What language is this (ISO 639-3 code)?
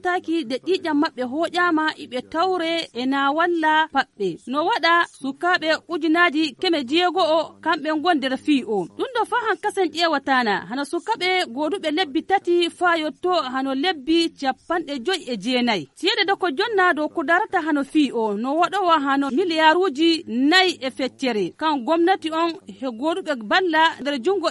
fuv